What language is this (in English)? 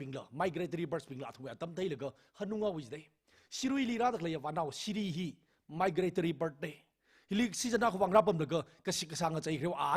Tangkhul Naga (India)